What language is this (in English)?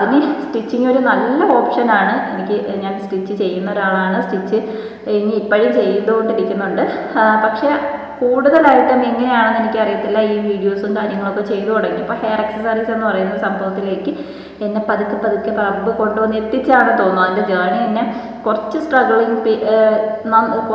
Malayalam